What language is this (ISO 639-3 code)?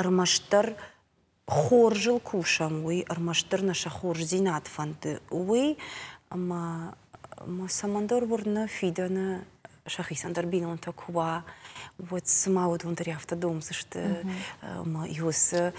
oss